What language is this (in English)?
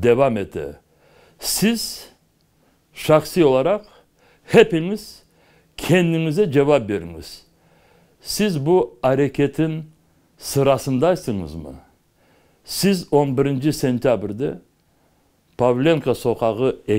Crimean Tatar